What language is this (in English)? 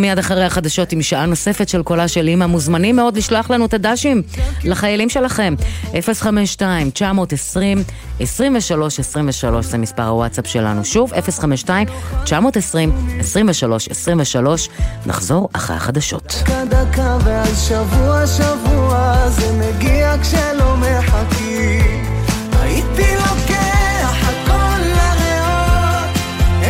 Hebrew